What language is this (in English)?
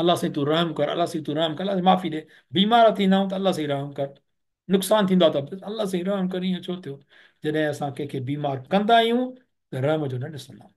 Sindhi